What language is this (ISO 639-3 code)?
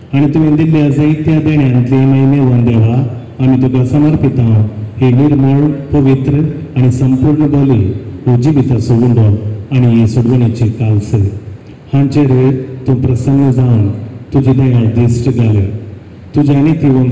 kok